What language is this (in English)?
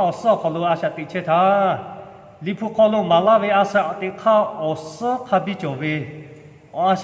Lahu